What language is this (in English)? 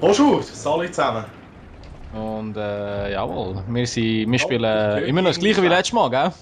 Swiss German